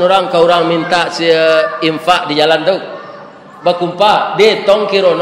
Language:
Minangkabau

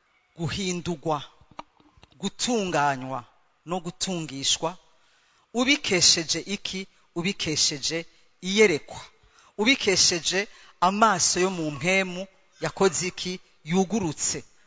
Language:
Rundi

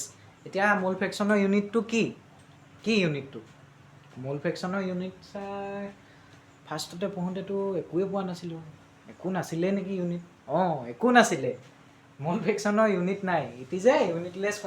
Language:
Assamese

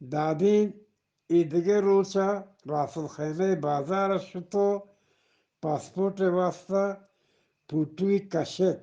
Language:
Eastern Balochi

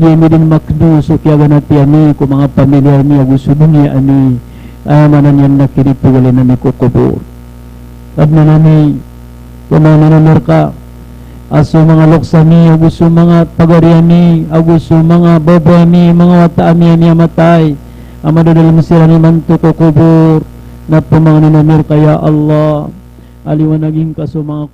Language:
Maranao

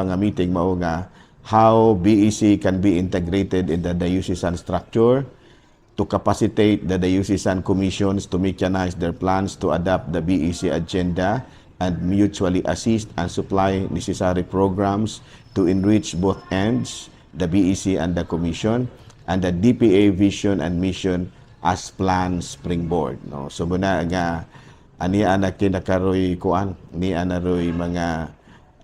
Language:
Cebuano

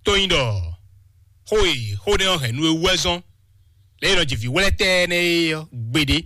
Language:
Fon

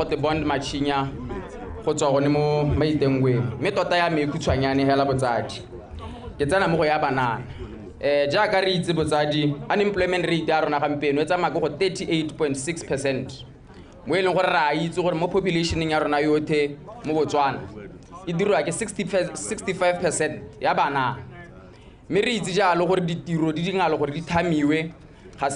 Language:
Tswana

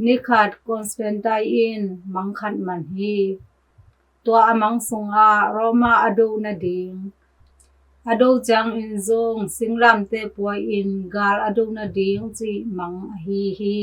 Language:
Tedim Chin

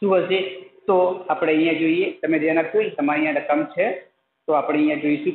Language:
Gujarati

